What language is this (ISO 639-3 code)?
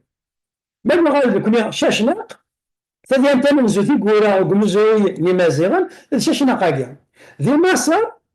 kab